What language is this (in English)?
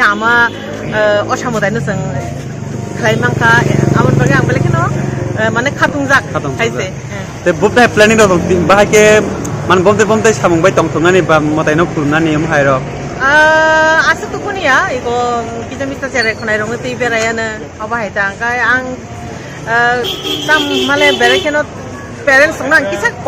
Kok Borok